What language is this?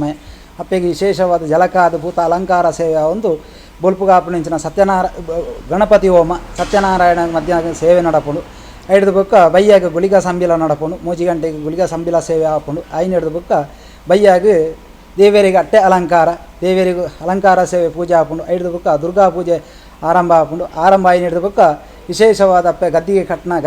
Tulu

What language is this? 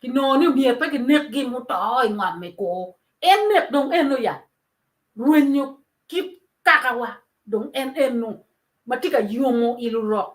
Acoli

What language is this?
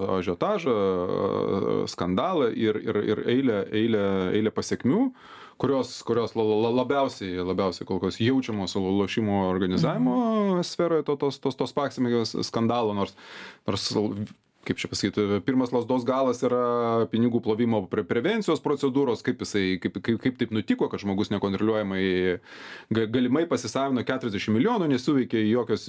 Lithuanian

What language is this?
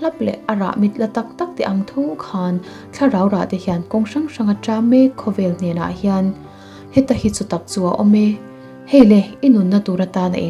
Mizo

